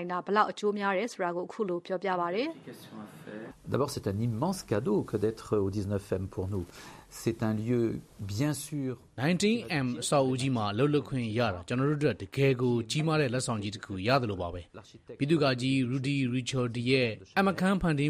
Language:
Burmese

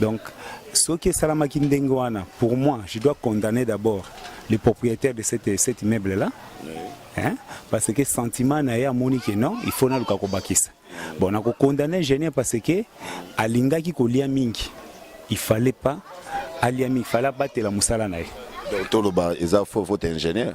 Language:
Lingala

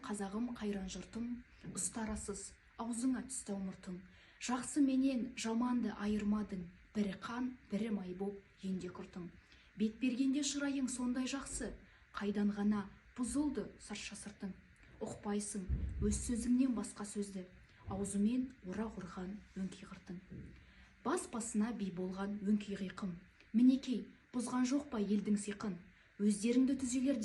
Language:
Kazakh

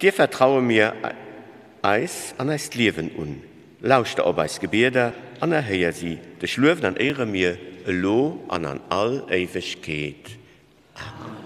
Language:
Luxembourgish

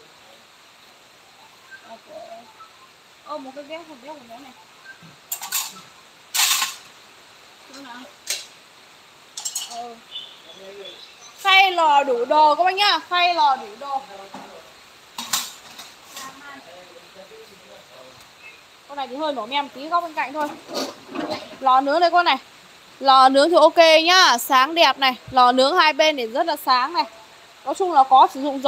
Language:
Vietnamese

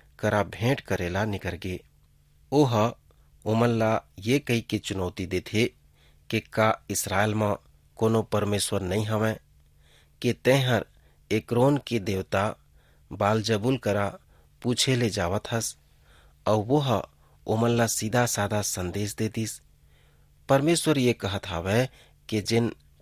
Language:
Chhattisgarhi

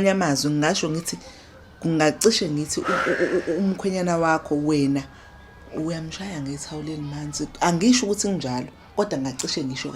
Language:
Zulu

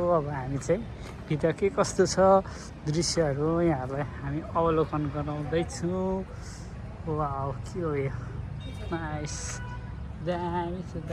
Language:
Nepali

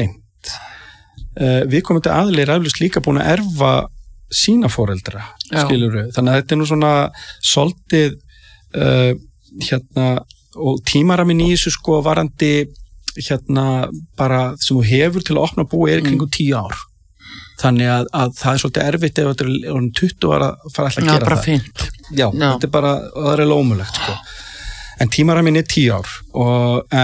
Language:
Icelandic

